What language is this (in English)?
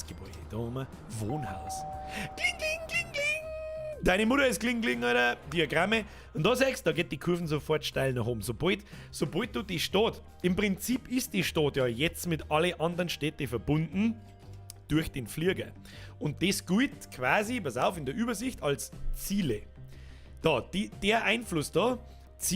Bavarian